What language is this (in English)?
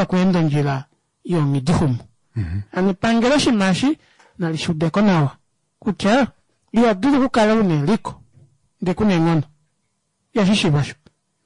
Kuanyama